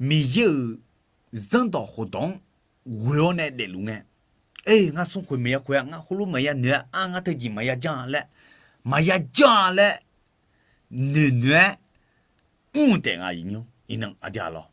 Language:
Akha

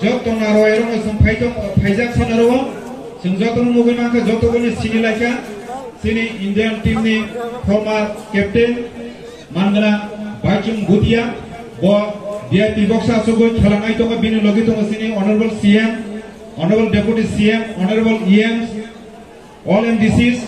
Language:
Kok Borok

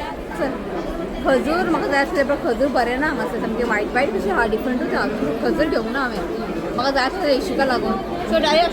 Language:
Konkani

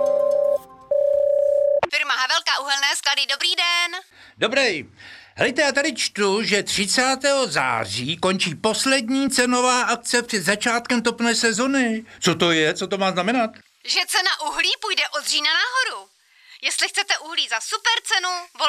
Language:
Czech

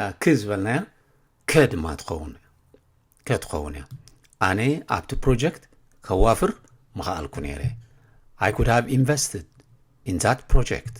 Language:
Tigrinya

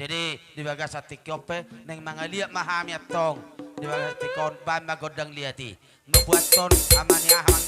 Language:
Batak Toba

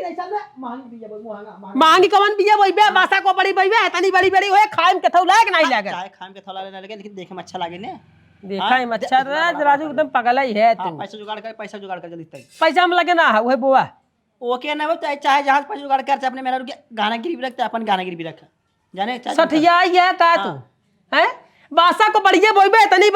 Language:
Awadhi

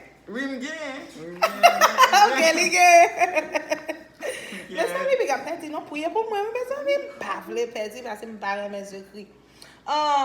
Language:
Haitian Creole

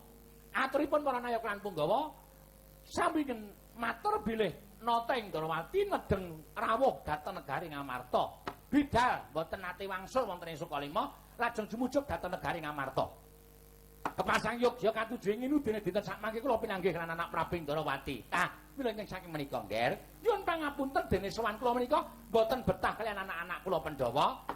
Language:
Javanese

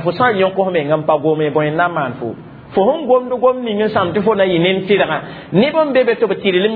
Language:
Mossi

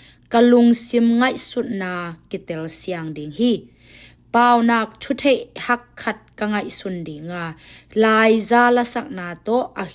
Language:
Tedim Chin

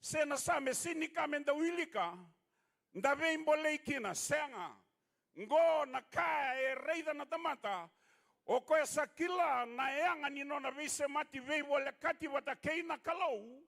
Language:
Fijian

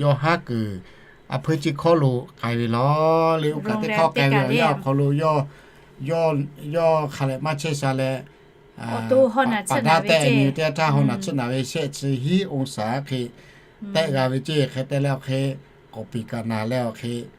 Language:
Lahu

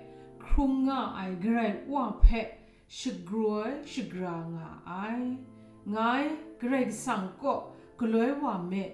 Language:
Kachin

